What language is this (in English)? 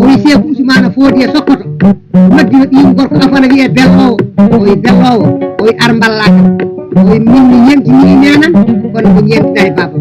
Fula